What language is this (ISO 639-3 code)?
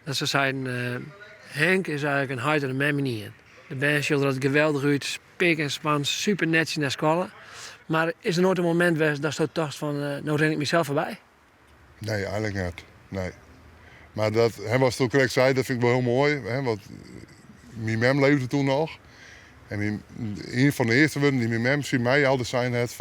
fry